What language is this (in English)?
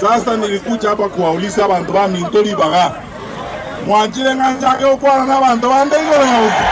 Gusii